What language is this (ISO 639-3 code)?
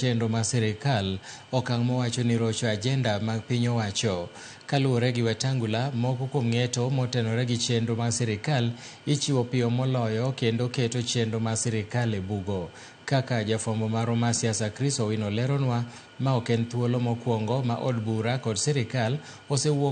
luo